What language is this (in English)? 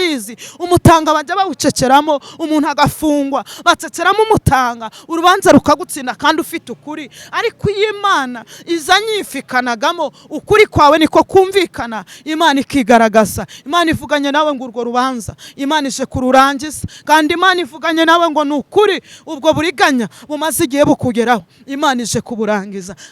Kinyarwanda